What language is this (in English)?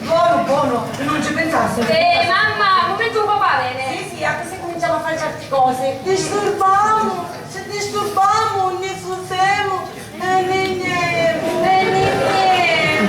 Sicilian